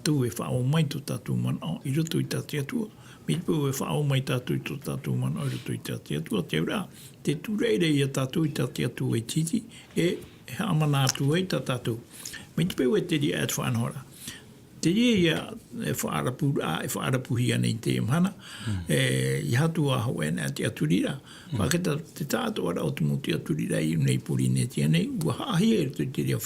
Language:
Tahitian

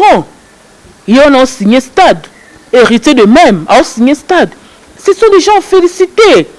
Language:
Lingala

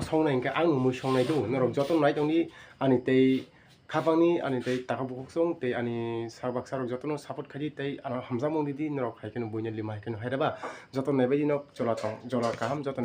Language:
Kok Borok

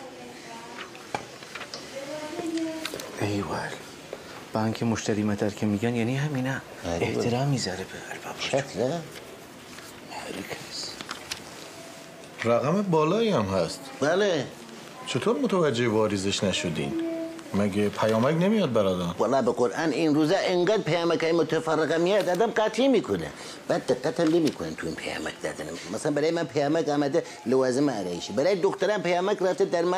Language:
Persian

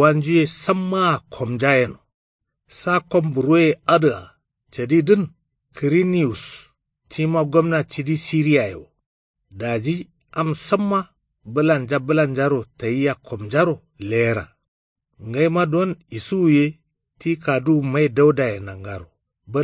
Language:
Kanuri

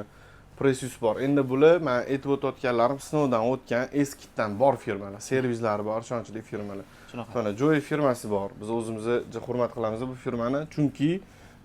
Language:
Uzbek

